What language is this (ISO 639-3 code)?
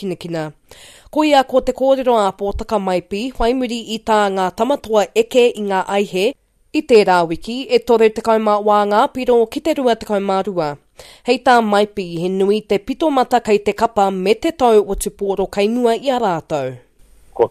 mri